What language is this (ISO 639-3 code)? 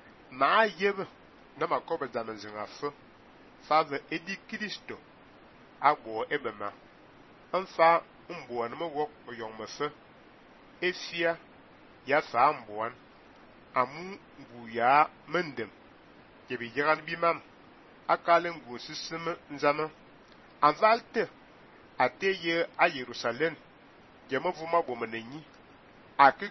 fan